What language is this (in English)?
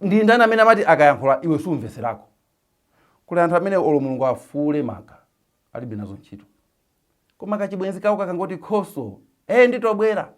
Nyanja